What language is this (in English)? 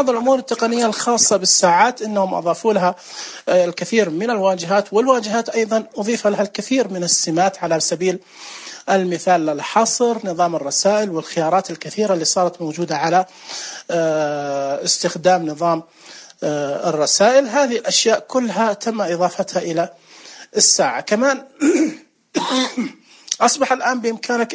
Najdi Arabic